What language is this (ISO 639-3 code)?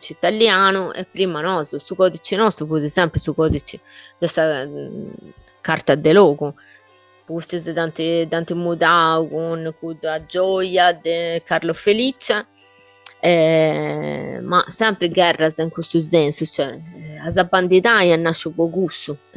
srd